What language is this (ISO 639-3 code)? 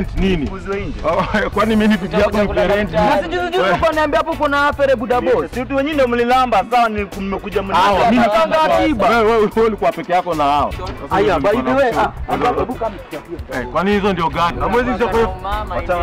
swa